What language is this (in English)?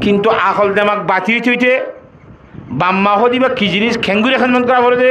Rohingya